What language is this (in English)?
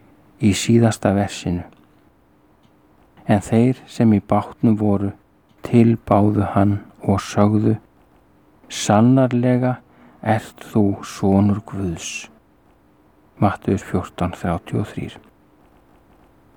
Icelandic